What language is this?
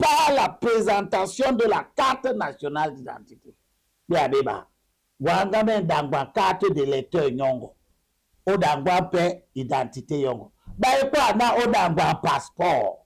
Duala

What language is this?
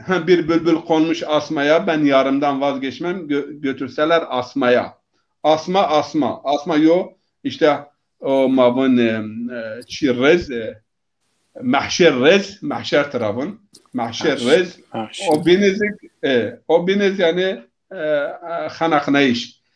Zaza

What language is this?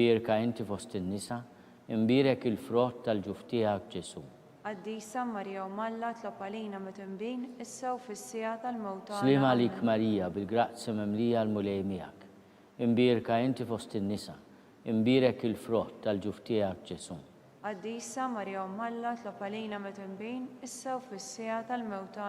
Maltese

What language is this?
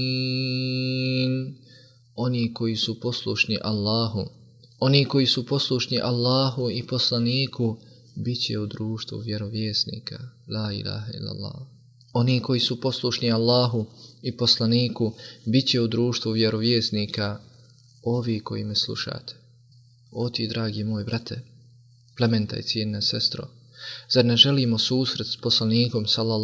Bosnian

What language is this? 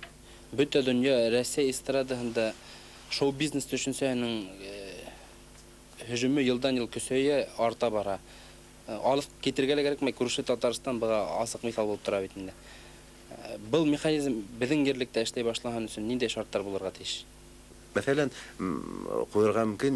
Bashkir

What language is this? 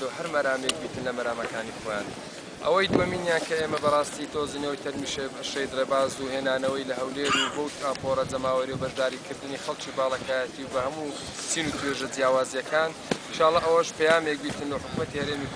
Central Kurdish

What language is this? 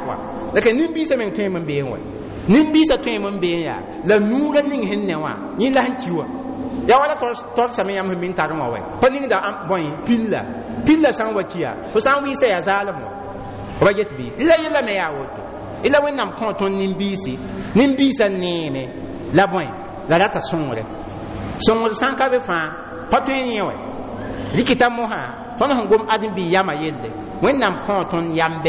Mossi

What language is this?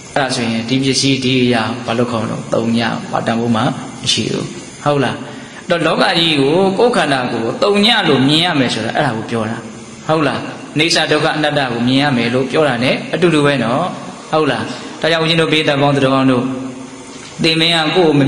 Burmese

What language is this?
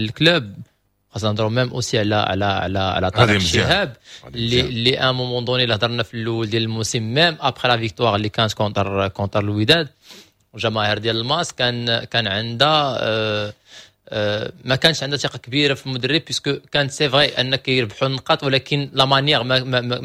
Moroccan Arabic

